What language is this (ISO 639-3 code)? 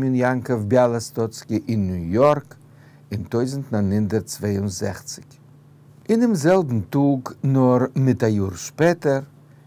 yid